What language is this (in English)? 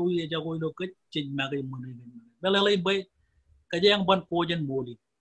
Marshallese